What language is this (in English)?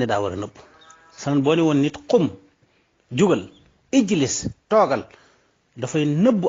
Wolof